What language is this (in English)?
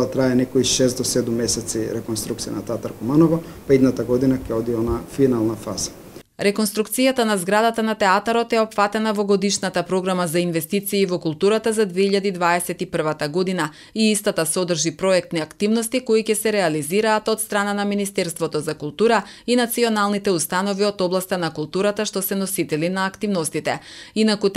Macedonian